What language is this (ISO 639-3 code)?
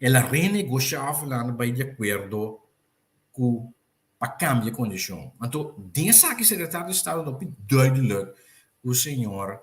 pap